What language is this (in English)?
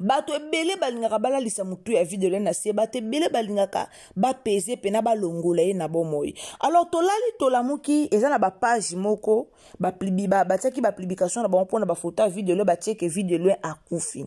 Lingala